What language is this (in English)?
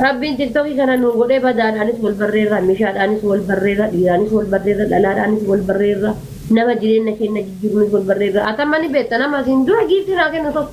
Oromo